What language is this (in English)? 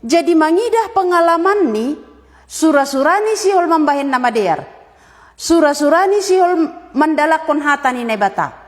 Batak Simalungun